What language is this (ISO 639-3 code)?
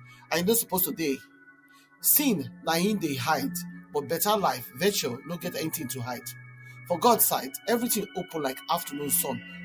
pcm